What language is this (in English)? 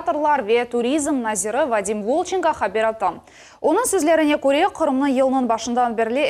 Crimean Tatar